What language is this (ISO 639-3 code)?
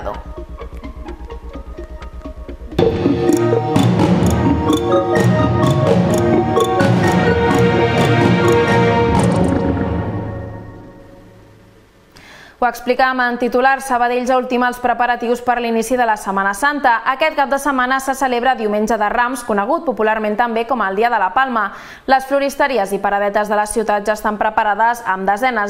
cat